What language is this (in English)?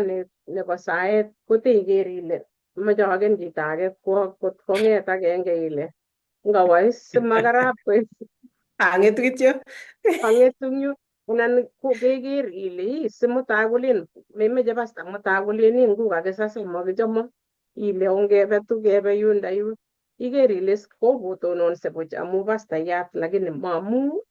Kalenjin